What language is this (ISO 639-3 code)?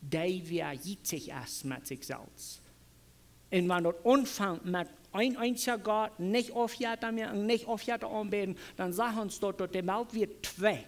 pdt